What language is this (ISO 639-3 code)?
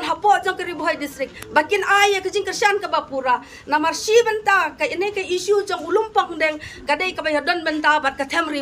kha